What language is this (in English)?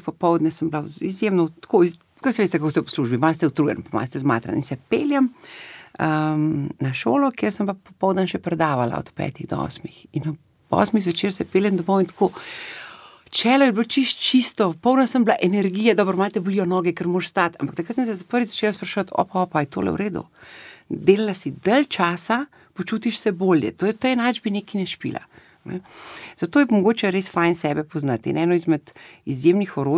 Slovenian